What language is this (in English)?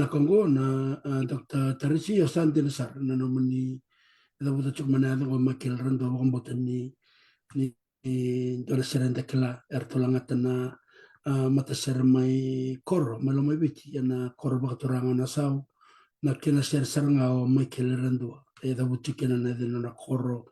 Fijian